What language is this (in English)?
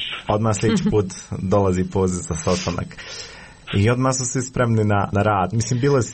Croatian